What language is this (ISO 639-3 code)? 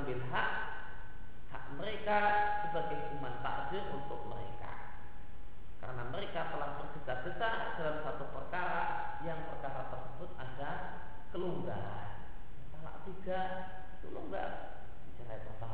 ind